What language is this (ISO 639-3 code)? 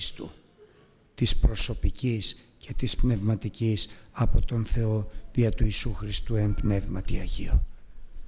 ell